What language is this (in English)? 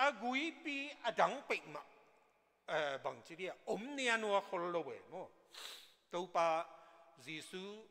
Tedim Chin